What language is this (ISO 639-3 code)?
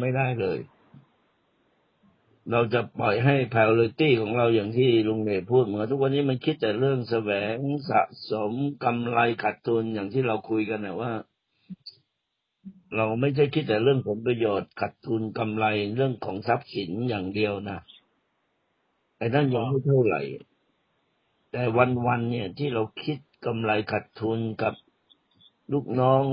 tha